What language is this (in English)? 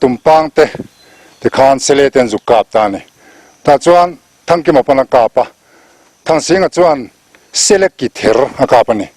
Mizo